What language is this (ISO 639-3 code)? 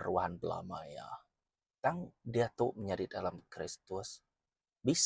iba